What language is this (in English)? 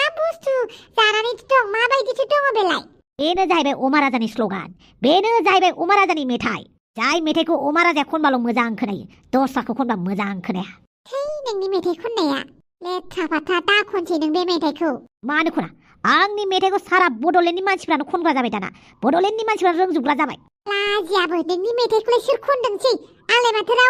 Bodo